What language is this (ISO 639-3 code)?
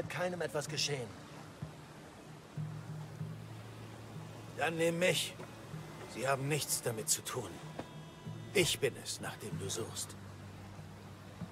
deu